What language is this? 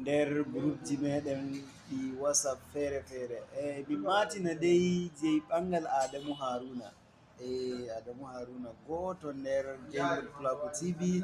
Fula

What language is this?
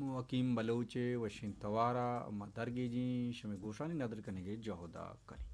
Baluchi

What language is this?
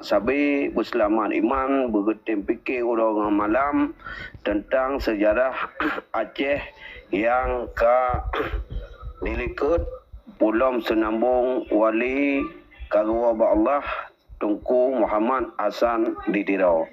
Achinese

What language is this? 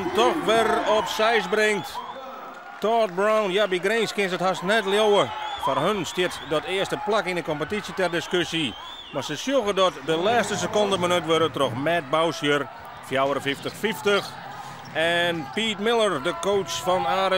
Western Frisian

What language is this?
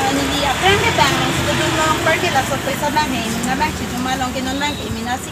Karbi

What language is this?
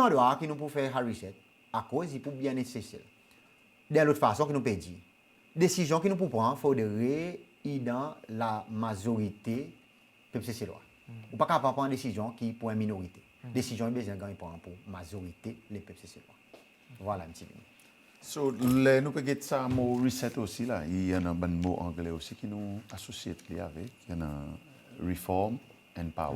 Seselwa Creole French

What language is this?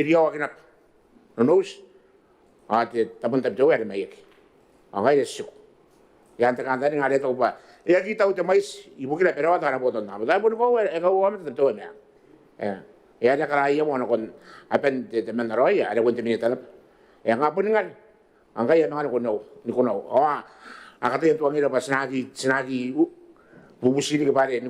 Gilbertese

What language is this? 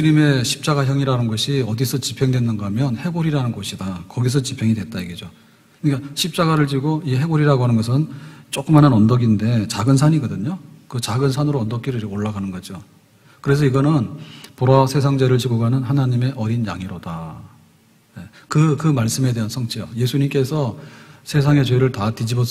Korean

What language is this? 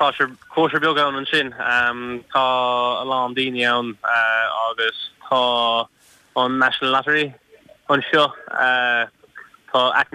Irish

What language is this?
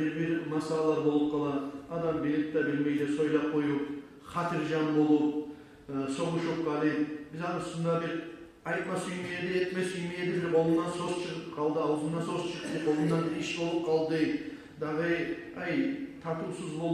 Kumyk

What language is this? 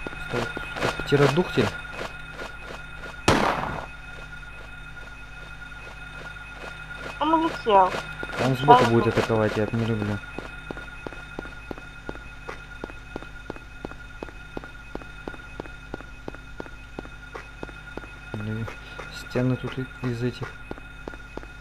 Russian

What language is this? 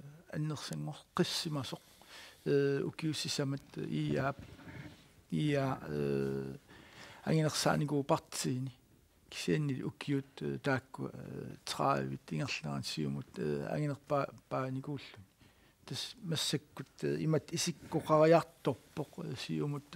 Kalaallisut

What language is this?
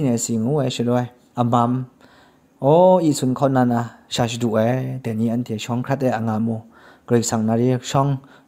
Kachin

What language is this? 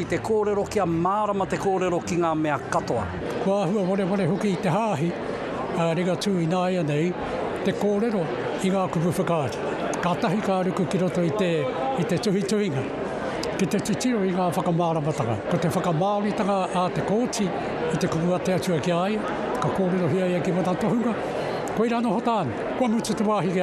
Māori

